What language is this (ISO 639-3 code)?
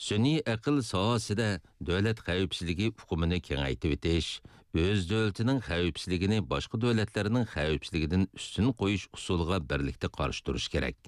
uig